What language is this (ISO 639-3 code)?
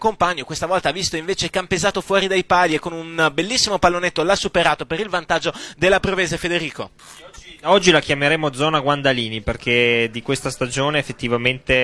ita